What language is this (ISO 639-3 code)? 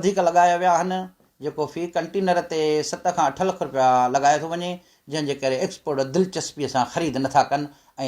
snd